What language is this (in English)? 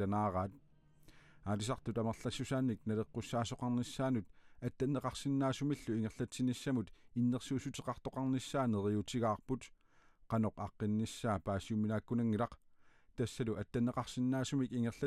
Kalaallisut